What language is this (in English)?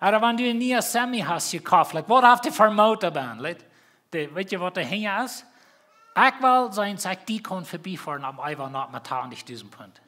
Plautdietsch